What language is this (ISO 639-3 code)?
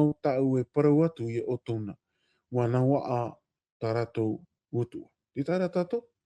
tah